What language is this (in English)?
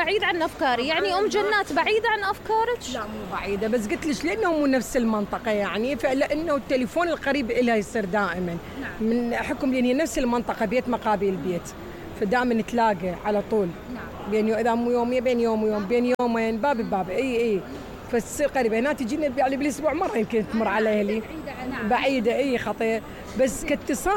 Mesopotamian Arabic